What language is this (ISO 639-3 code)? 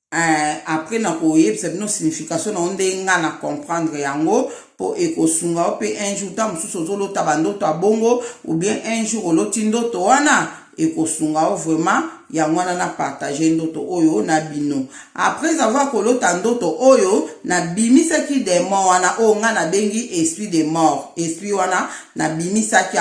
lin